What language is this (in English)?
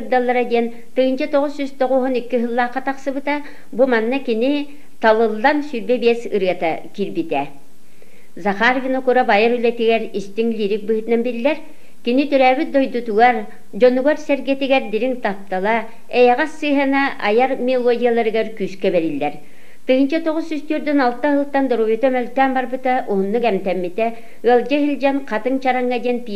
Yakut